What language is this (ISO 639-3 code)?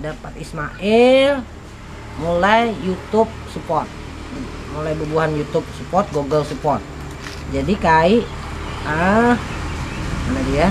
bjn